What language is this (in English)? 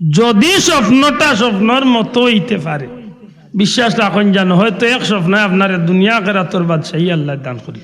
Sylheti